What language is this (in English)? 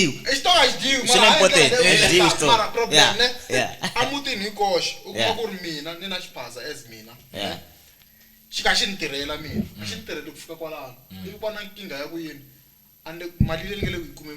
Tsonga